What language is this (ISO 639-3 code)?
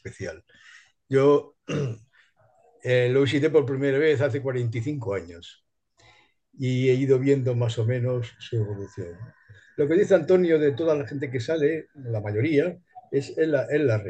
spa